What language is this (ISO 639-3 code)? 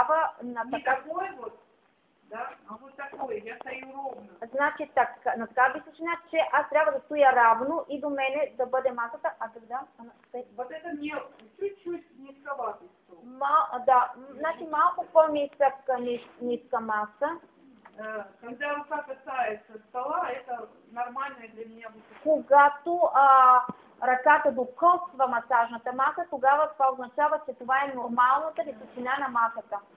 bul